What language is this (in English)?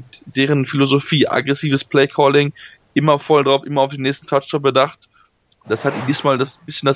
German